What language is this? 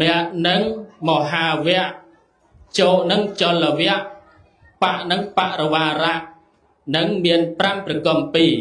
Khmer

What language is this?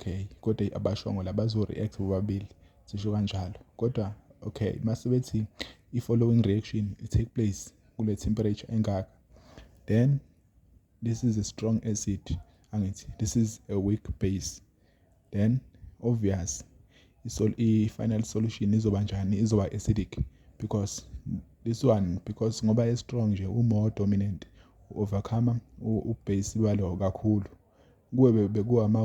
Zulu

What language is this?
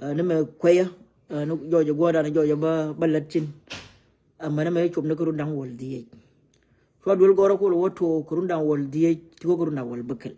Nuer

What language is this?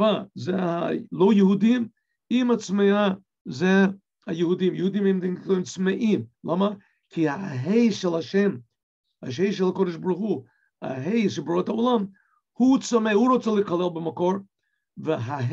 Hebrew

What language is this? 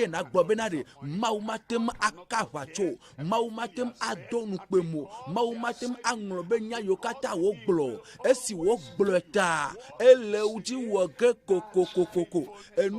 Ewe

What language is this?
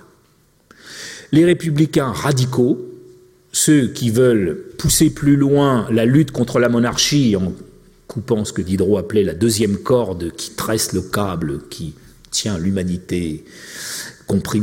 French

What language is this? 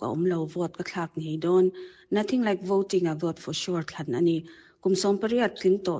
Mizo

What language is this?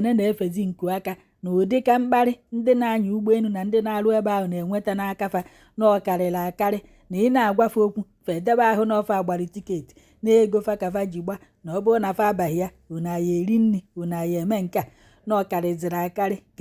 Igbo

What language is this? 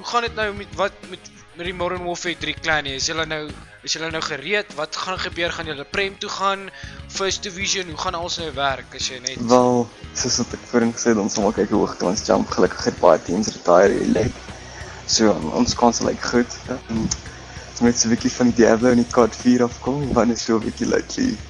Afrikaans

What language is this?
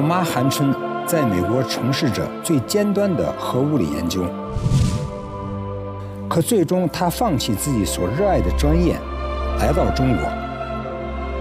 Chinese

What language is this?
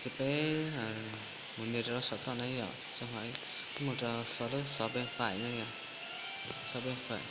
Hmong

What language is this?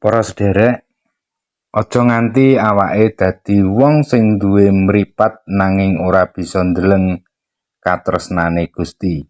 Javanese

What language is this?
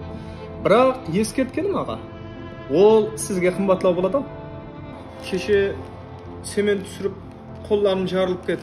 Kara-Kalpak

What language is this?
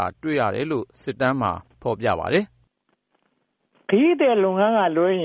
Burmese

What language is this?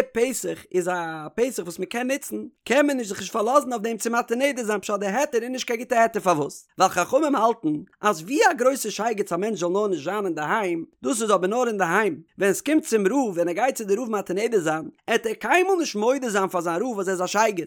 Yiddish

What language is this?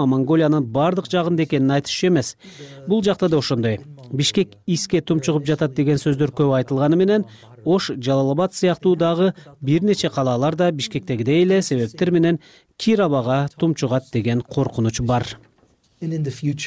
Kyrgyz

